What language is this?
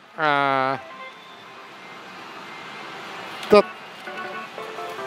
Japanese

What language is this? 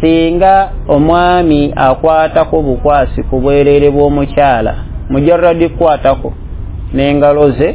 Ganda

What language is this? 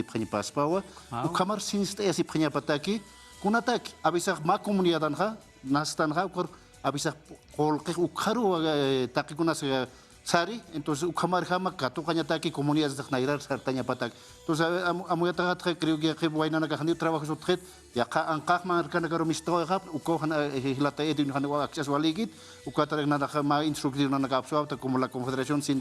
Aymara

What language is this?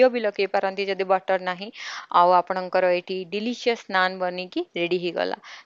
Odia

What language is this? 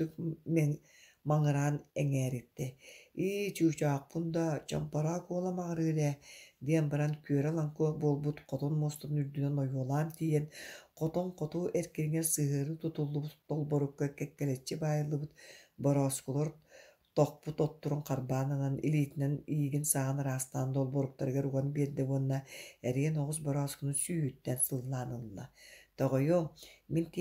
Yakut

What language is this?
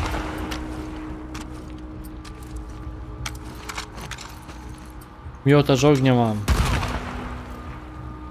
Polish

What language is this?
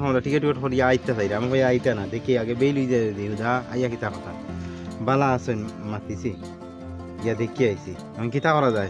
Sylheti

